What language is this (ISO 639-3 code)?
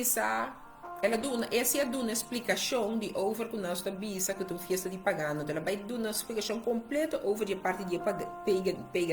pap